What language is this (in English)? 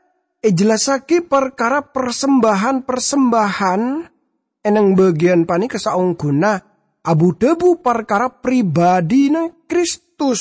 Madurese